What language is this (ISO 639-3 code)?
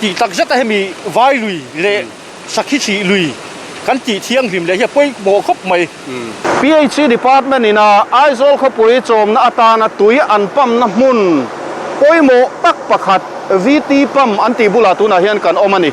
lus